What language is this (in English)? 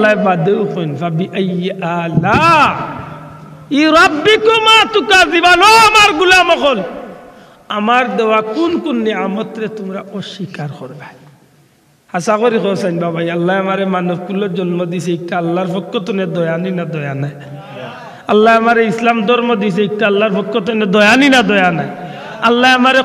Sylheti